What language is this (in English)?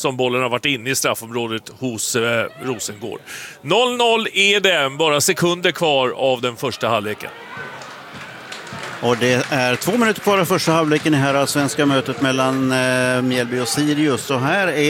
Swedish